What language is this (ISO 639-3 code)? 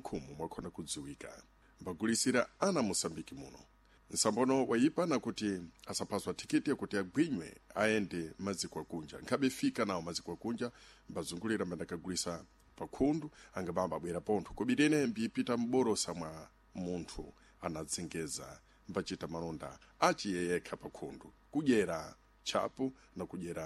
seh